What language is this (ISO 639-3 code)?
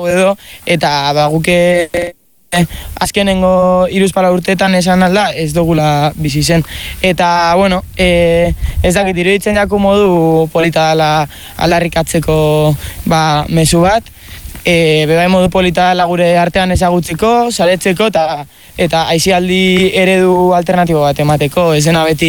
eus